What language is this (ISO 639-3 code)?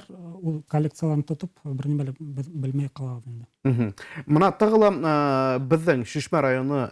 bak